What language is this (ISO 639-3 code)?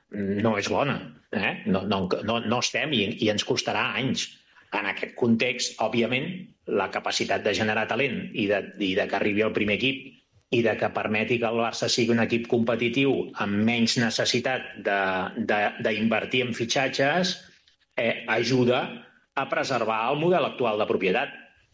cat